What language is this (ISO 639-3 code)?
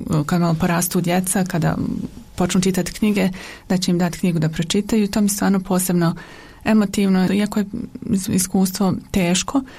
hrv